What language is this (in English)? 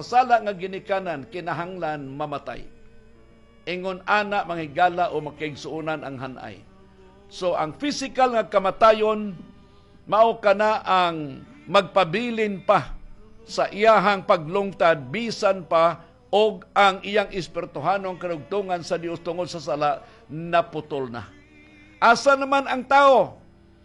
Cebuano